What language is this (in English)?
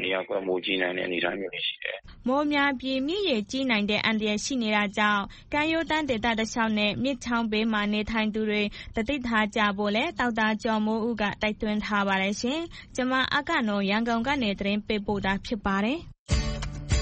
Burmese